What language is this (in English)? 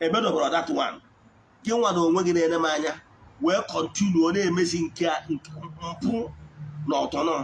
Igbo